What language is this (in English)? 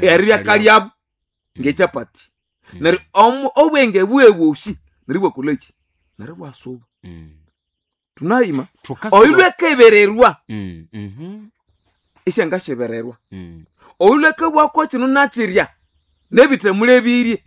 Nande